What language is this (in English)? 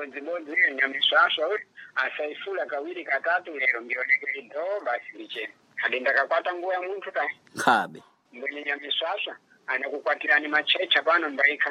Sena